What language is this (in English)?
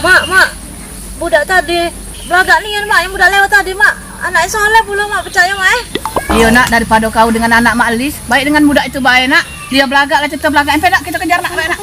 Musi